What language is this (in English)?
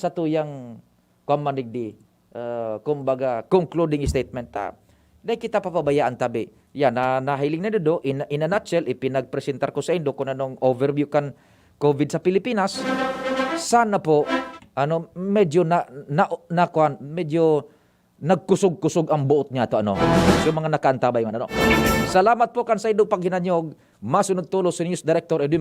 Bikol